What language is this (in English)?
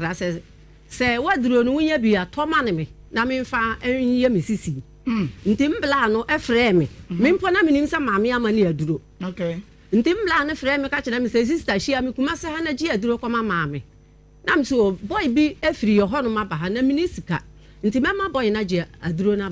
Akan